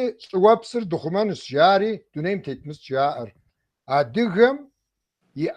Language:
Kabardian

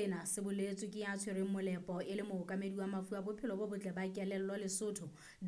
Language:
Southern Sotho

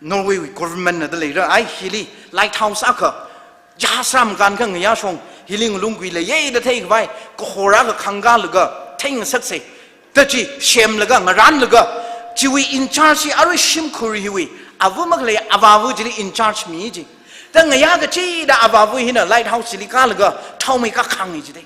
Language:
Tangkhul Naga (India)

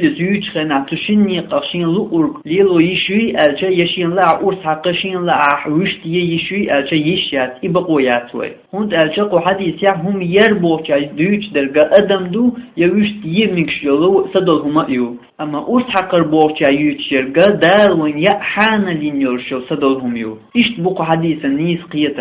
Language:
Chechen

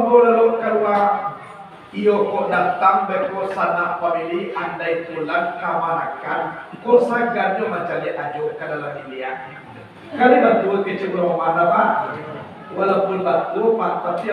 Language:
Minangkabau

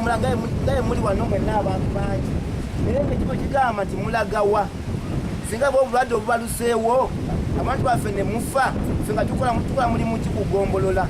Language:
Ganda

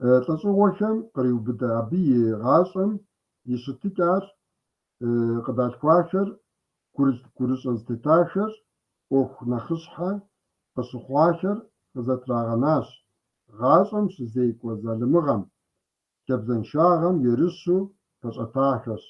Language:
Kabardian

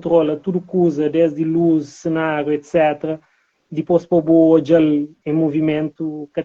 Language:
Kabuverdianu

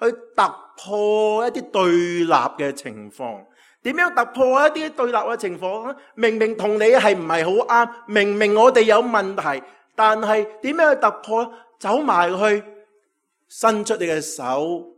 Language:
Cantonese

